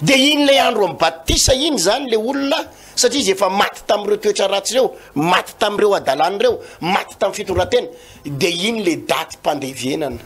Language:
Malagasy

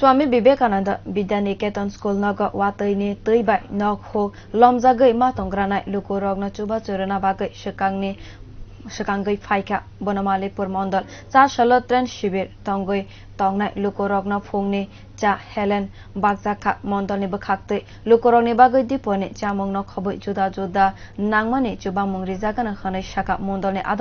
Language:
Kok Borok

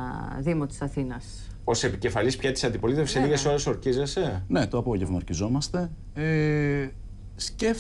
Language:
Greek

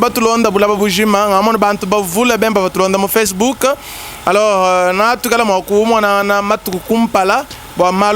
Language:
Luba-Lulua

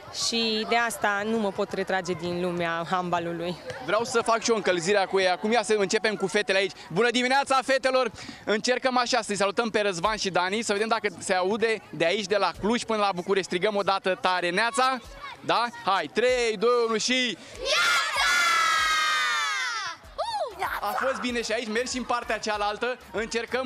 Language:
Romanian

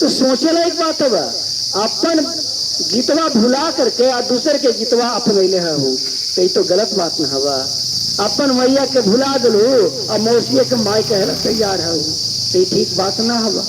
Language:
Magahi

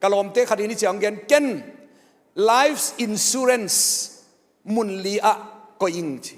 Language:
Tedim Chin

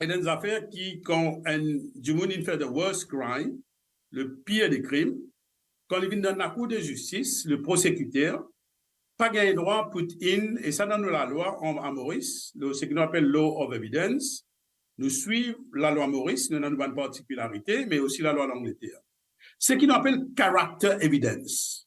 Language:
Morisyen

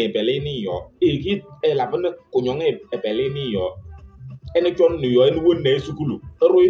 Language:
Kabiyè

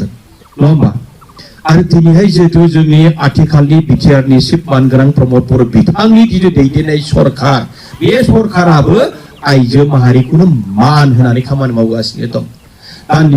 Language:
Bodo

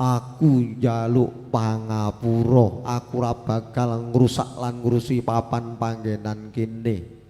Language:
Javanese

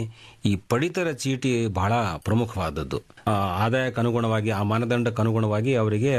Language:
Kannada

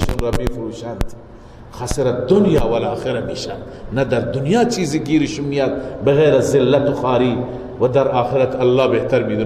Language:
Persian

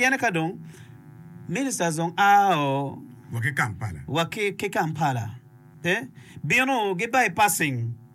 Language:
Acoli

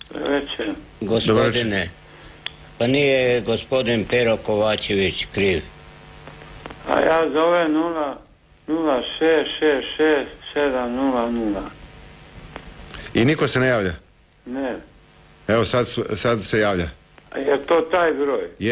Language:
Croatian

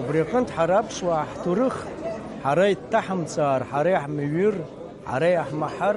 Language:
Abkhazian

